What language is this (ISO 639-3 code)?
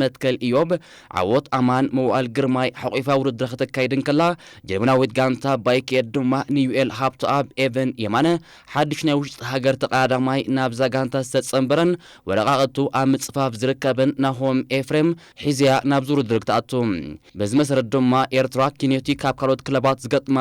tir